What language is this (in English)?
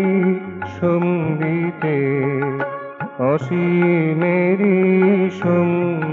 Bangla